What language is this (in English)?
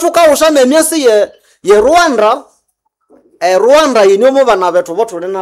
Nande